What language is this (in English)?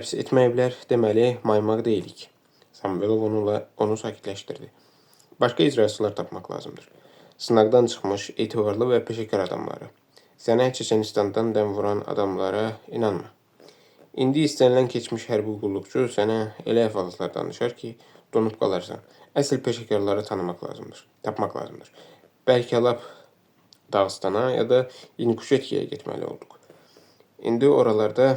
Azerbaijani